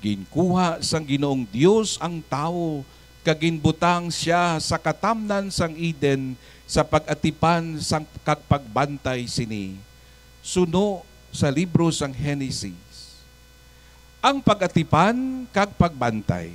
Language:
Hiligaynon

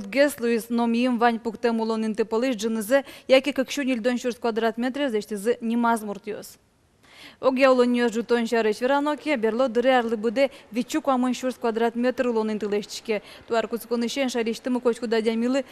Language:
Udmurt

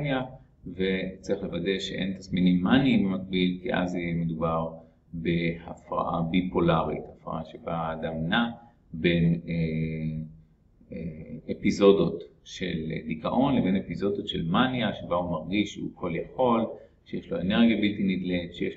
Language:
Hebrew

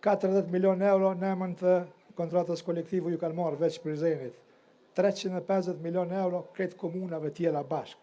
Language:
Albanian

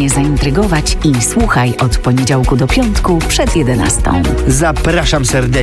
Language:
Polish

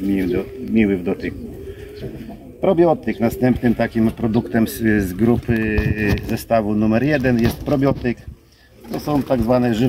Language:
Polish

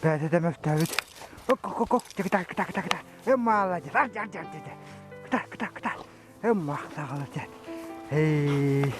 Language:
Yakut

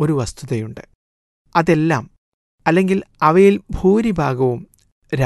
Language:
Malayalam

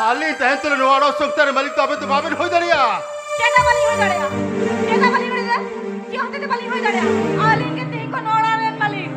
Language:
Santali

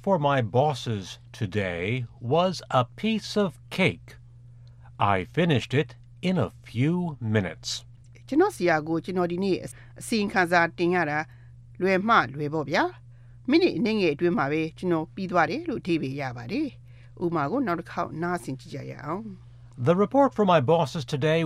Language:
Burmese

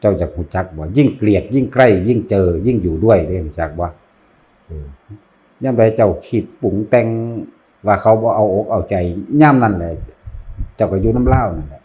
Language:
Lao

